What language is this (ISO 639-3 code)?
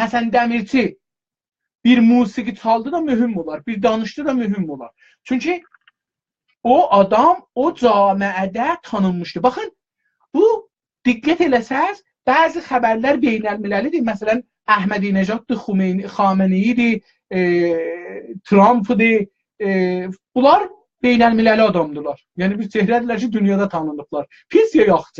azb